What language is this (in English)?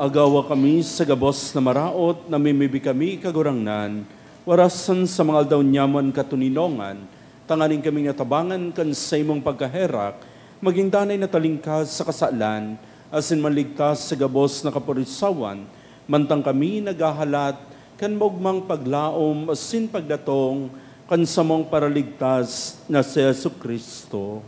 Bikol